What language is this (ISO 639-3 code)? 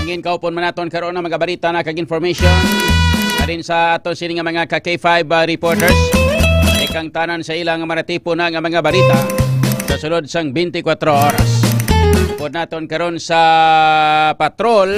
hil